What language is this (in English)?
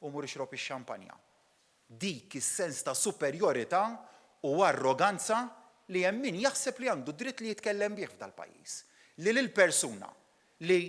Maltese